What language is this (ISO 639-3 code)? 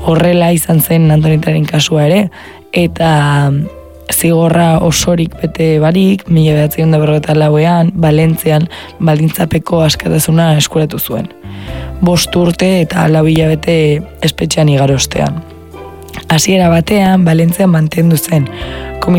eus